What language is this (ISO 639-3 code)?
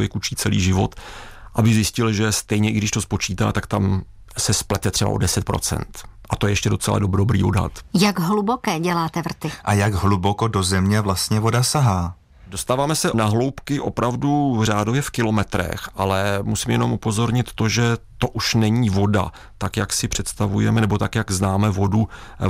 ces